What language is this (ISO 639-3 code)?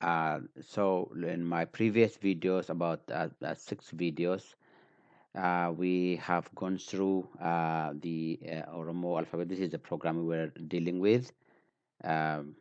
eng